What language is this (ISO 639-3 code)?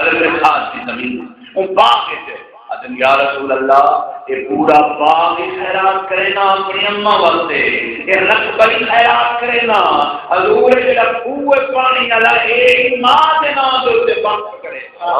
skr